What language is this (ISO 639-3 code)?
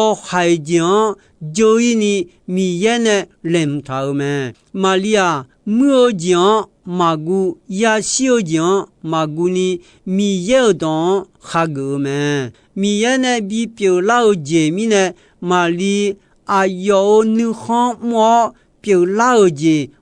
ahk